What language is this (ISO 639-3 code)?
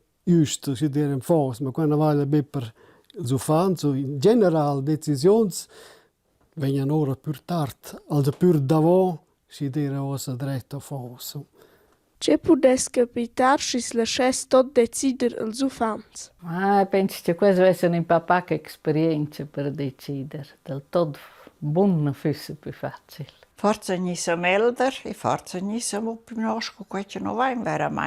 roh